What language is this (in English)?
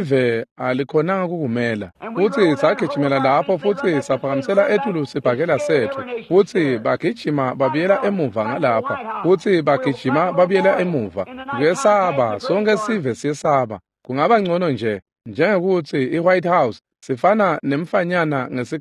Swati